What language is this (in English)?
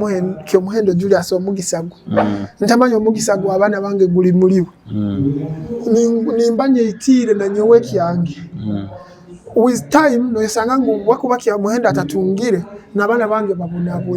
Nyoro